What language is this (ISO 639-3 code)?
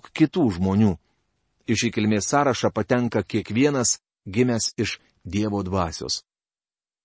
lit